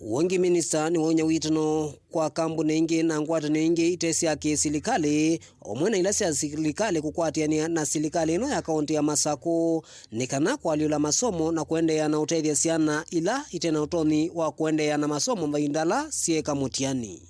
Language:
Kamba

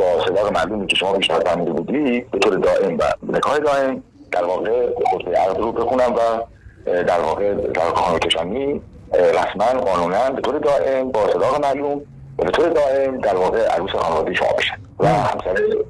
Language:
Persian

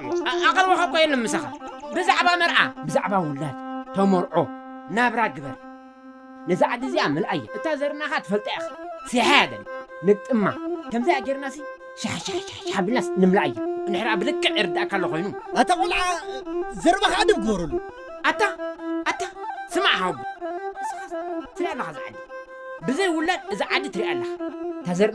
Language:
Tigrinya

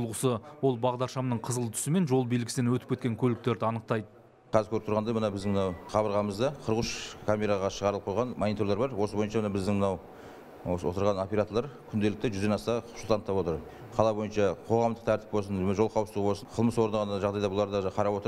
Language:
Kazakh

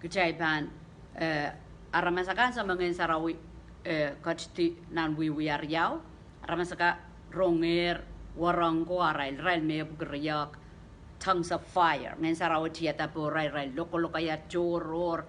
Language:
Pohnpeian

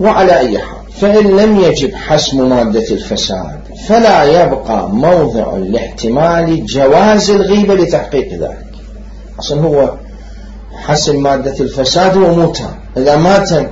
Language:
Mesopotamian Arabic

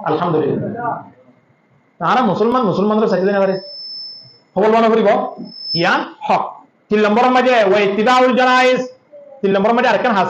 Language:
Rohingya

